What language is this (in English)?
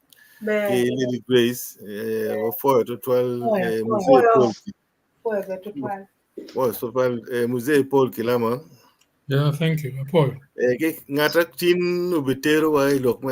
Acoli